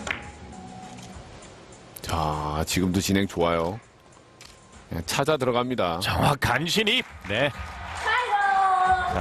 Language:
Korean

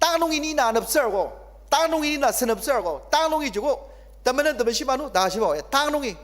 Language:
Ao Naga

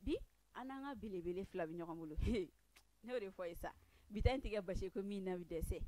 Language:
Bambara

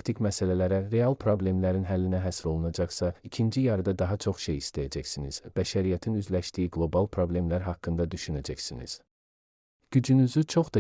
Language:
Azerbaijani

